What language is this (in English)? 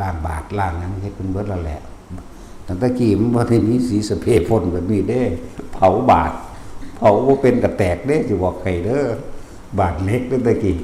Northeastern Thai